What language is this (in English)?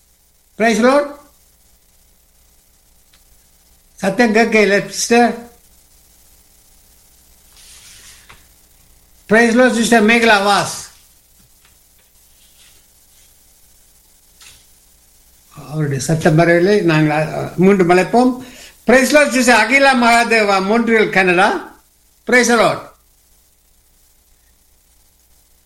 Tamil